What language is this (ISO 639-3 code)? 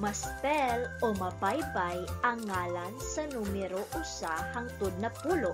ceb